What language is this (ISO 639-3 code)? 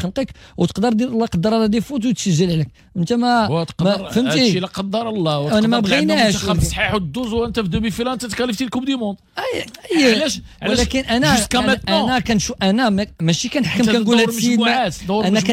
ary